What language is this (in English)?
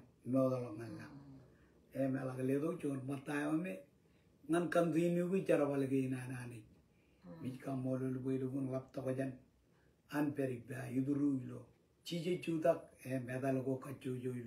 Marshallese